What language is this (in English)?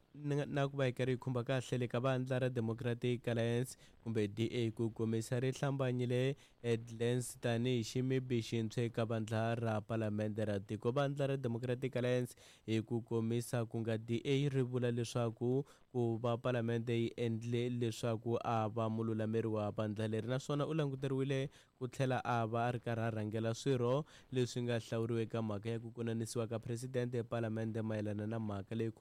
Tsonga